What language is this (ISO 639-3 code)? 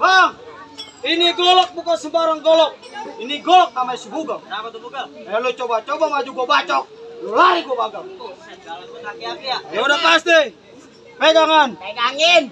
bew